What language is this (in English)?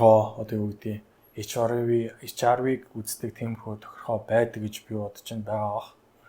Mongolian